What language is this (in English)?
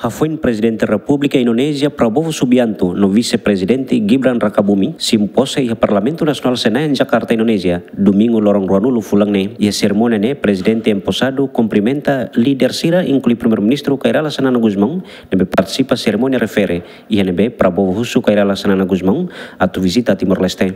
Tetum